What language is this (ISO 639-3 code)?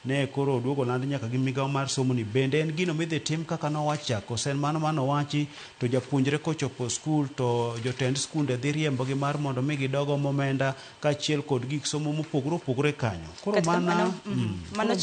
luo